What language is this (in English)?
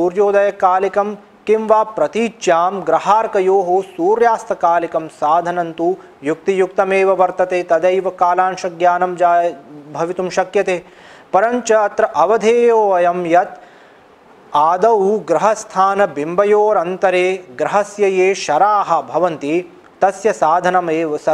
Sanskrit